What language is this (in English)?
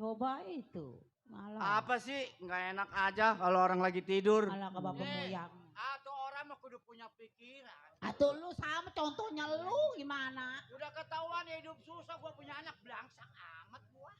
Betawi